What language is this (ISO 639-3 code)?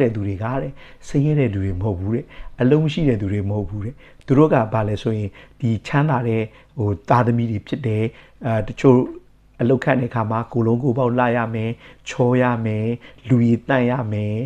mya